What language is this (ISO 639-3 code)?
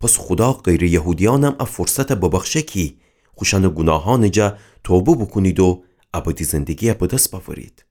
glk